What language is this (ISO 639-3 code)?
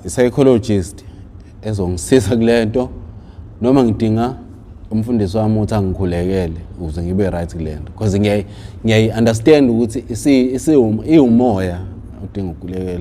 zul